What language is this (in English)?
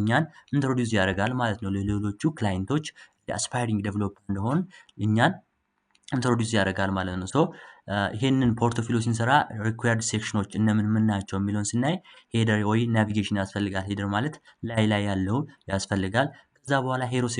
Amharic